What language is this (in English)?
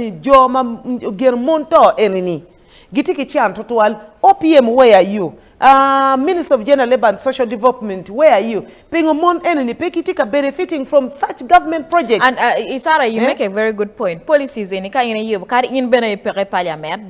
Acoli